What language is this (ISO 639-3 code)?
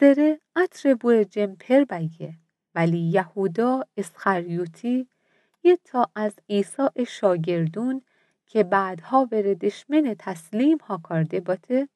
mzn